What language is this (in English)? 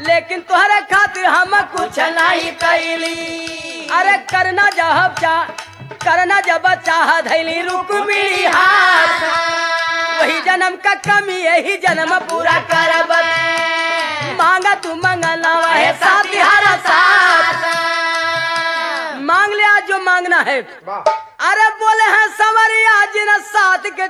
Bhojpuri